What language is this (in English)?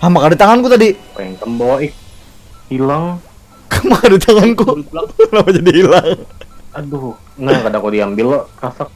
Banjar